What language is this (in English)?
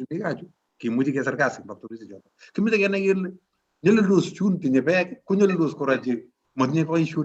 Kalenjin